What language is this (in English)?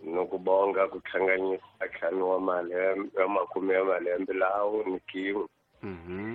Tsonga